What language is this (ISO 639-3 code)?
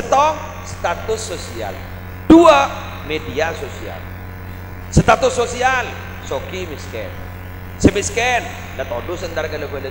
mad